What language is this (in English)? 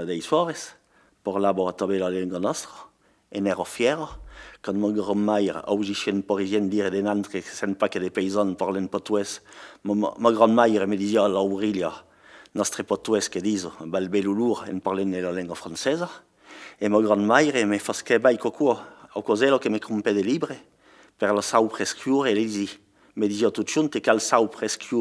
Occitan